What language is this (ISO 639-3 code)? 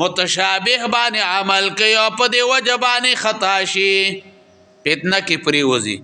pus